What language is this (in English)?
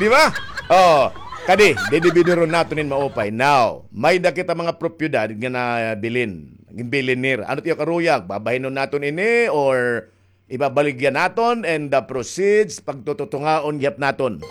Waray